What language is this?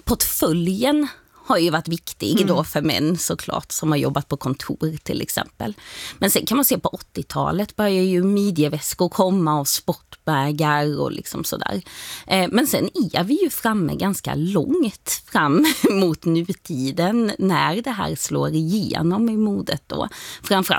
Swedish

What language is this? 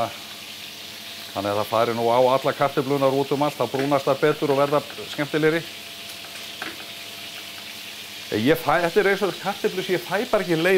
Icelandic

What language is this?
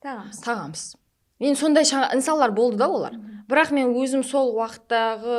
Kara-Kalpak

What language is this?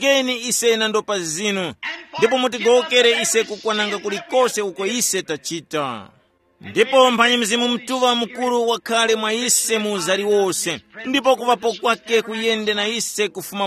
Tumbuka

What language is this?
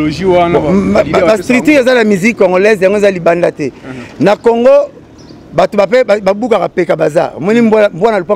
Lingala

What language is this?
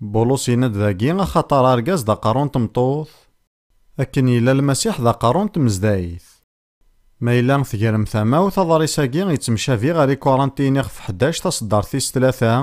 Kabyle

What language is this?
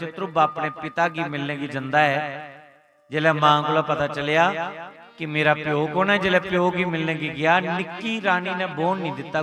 Dogri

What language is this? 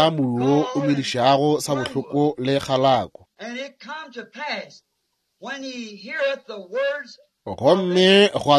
Northern Sotho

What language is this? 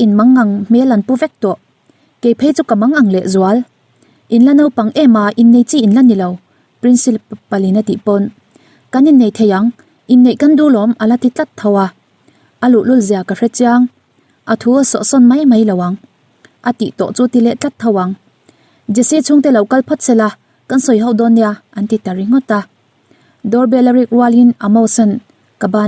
Mizo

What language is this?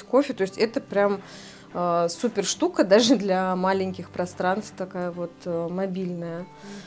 Russian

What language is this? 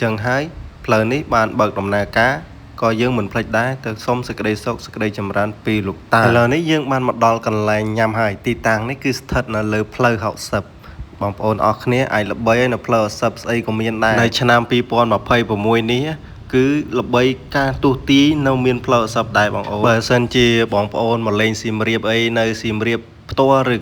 Khmer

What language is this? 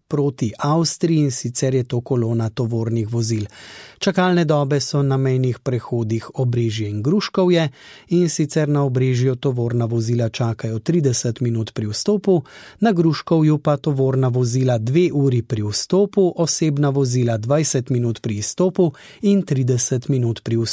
Slovenian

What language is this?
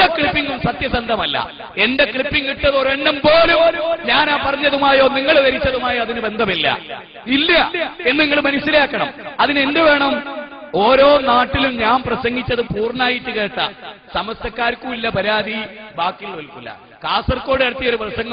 Malayalam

